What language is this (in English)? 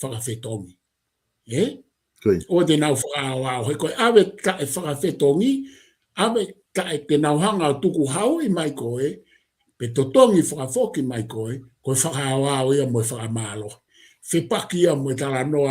Tongan